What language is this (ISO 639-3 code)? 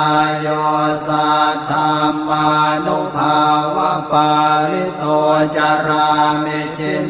pli